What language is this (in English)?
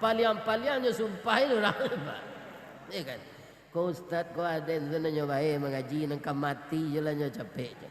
Minangkabau